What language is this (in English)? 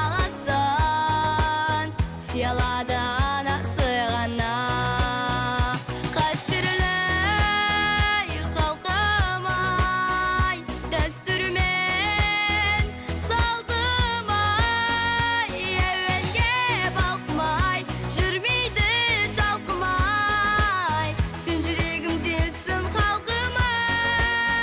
Kazakh